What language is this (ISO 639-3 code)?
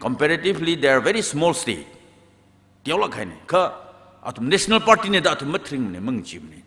nmf